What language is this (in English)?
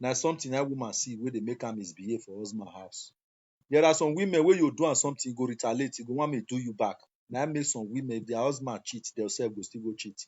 Nigerian Pidgin